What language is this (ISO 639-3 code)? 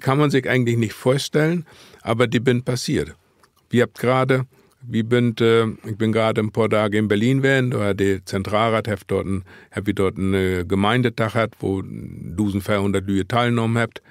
nds